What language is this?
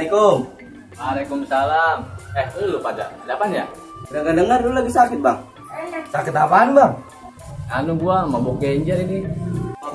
Betawi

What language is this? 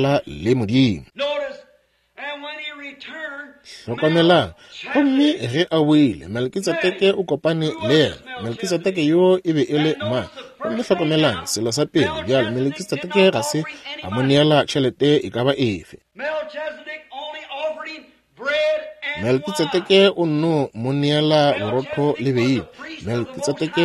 Northern Sotho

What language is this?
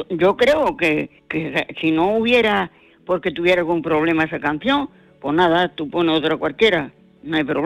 Spanish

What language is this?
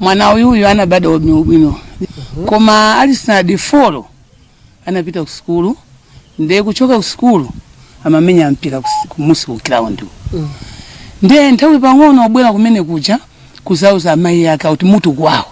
Nyanja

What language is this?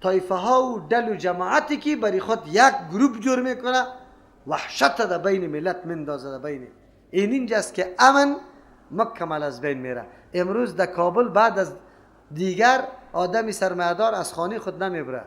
Persian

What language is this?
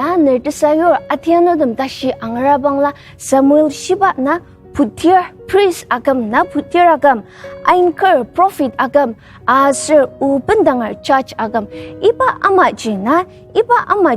Ao Naga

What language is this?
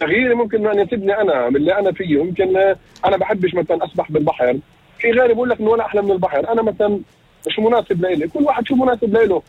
North Levantine Arabic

